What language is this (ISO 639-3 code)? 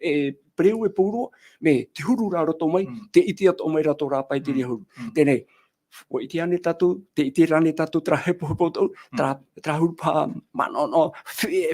tah